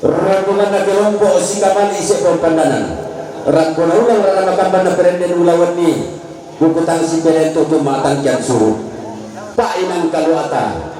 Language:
Toraja-Sa'dan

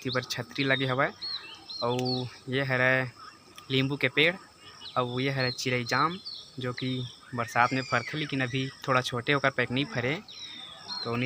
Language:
Chhattisgarhi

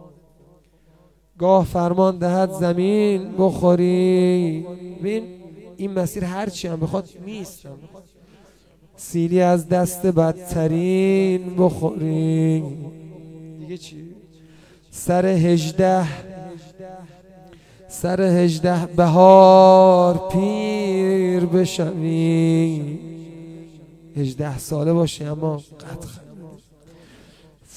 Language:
Persian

